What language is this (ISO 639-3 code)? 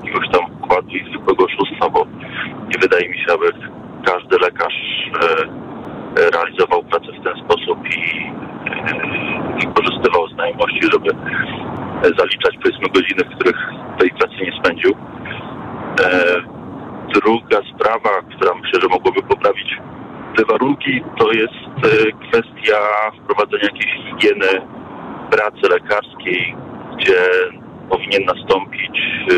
pol